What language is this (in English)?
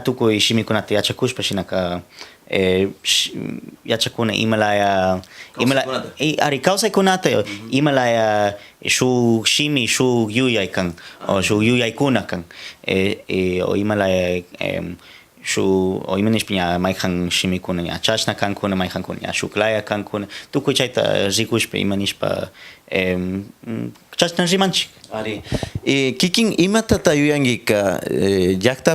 Cañar Highland Quichua